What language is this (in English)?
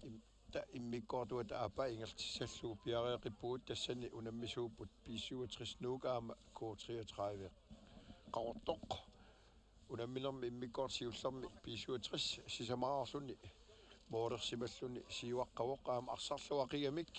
Kalaallisut